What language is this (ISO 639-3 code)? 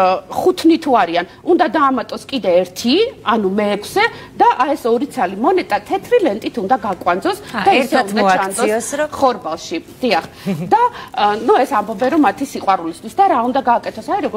kat